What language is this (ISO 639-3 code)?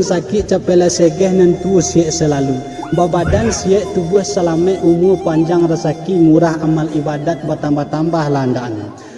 min